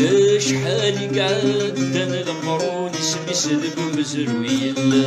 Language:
Kabyle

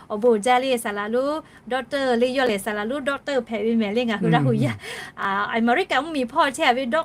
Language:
Lahu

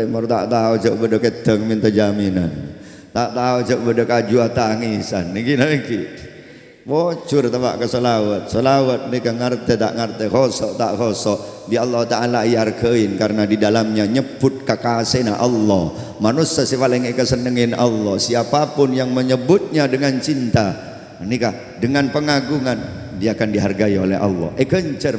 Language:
Madurese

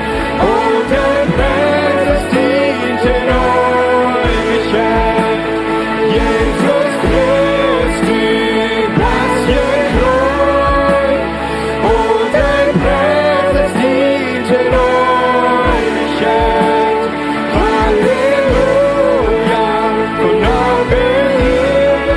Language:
Plautdietsch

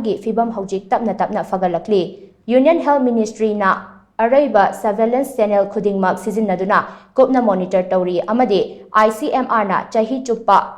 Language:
Manipuri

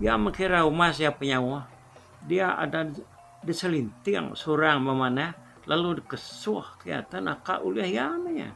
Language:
Iban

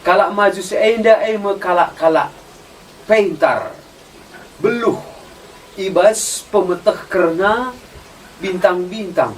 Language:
Batak Karo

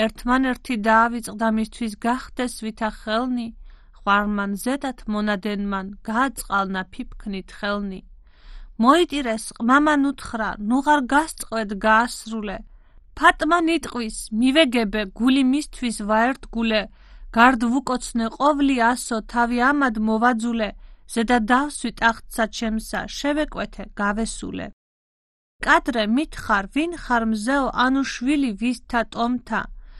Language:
Georgian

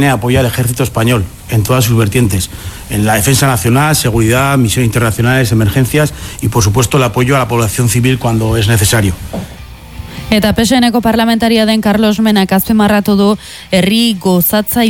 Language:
Basque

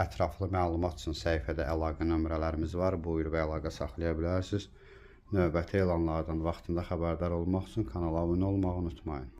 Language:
Azerbaijani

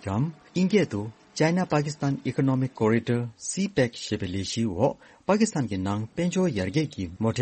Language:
Tibetan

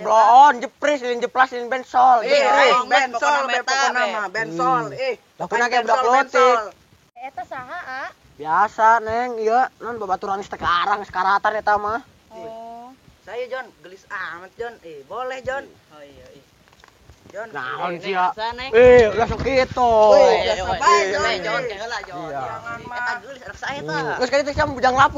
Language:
Sundanese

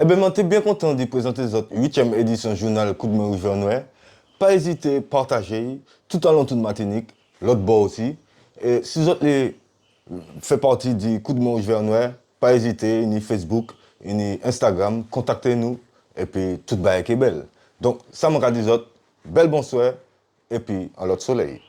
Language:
Guadeloupean Creole French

